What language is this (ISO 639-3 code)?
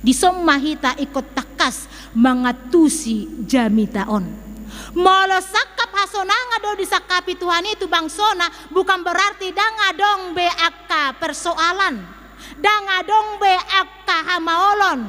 bbc